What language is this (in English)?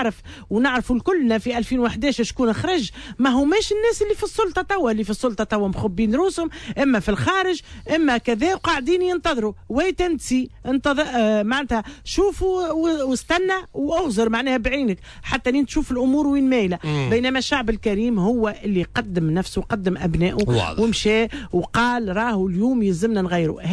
Tunisian Arabic